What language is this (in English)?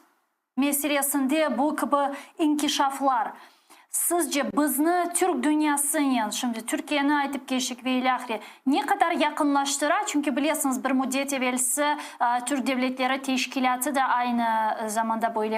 Crimean Tatar